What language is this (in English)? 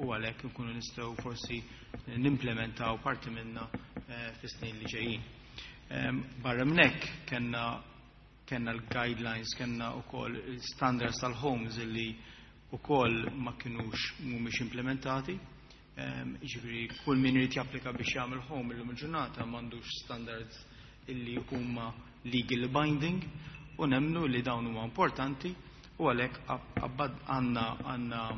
Maltese